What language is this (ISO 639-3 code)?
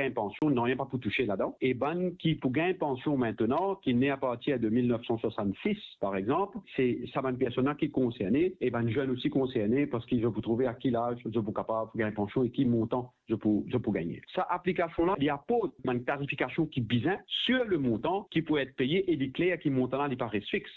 mfe